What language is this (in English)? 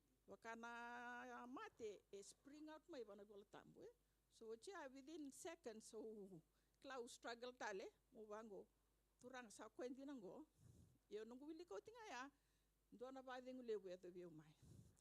Fijian